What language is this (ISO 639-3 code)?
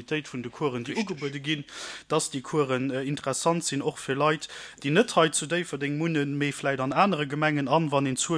ltz